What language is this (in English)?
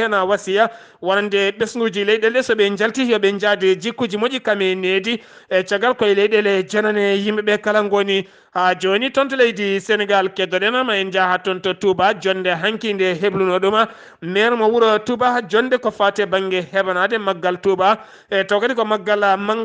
Fula